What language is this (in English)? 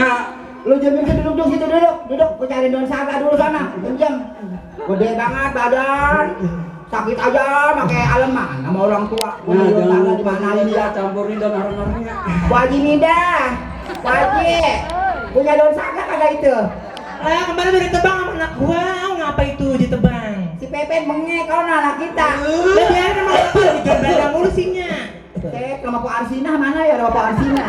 Betawi